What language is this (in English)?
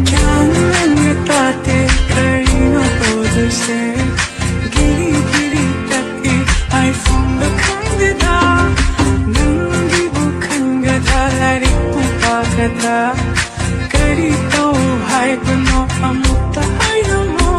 Manipuri